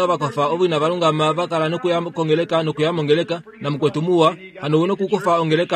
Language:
Kuanyama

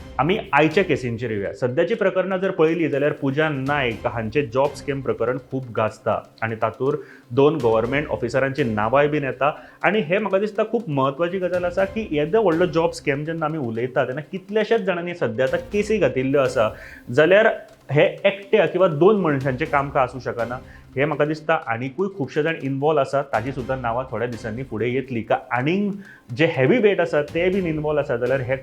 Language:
Konkani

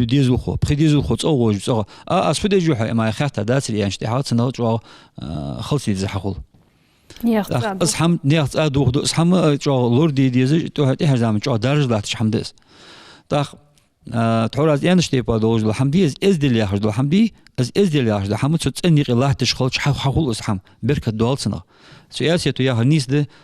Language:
Ingush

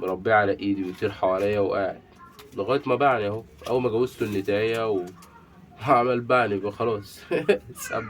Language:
Egyptian Arabic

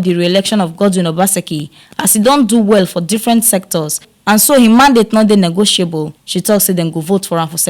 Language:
Nigerian Pidgin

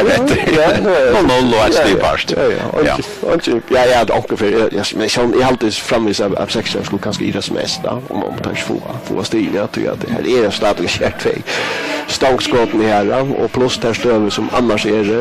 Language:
Faroese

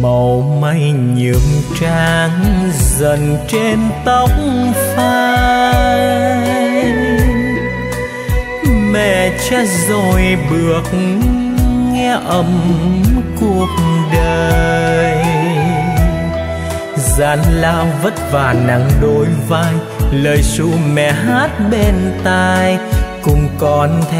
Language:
Vietnamese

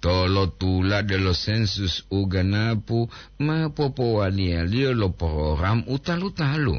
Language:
Gorontalo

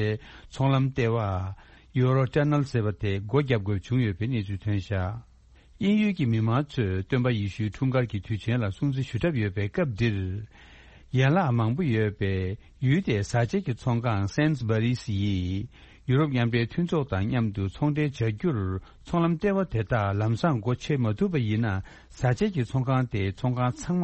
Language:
Tibetan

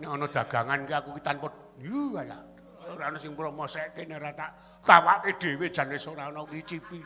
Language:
Javanese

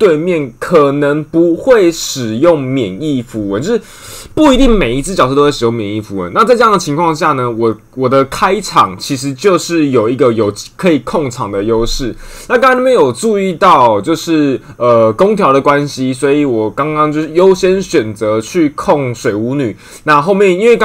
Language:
Chinese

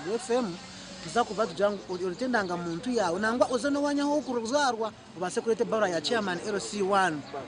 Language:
Nyankole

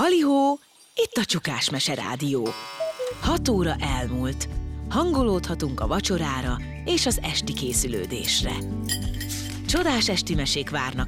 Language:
Hungarian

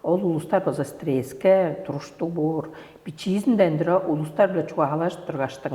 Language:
Tuvinian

